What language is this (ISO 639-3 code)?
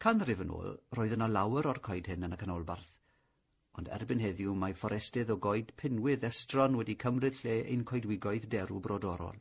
cym